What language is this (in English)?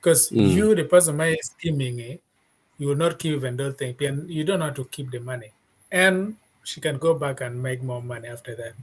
Acoli